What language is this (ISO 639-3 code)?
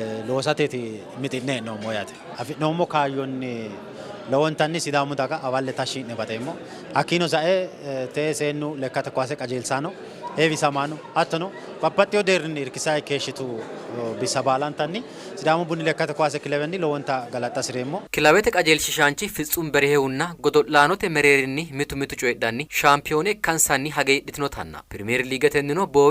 sid